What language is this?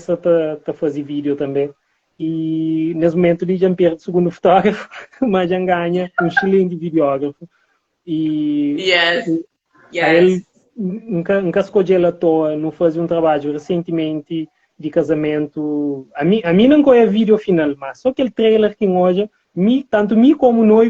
Kabuverdianu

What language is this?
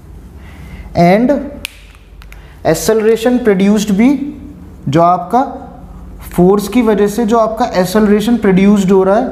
Hindi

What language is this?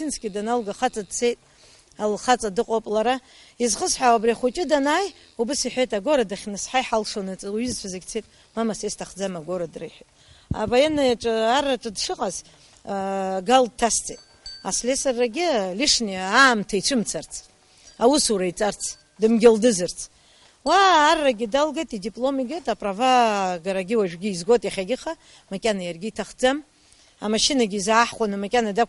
Abkhazian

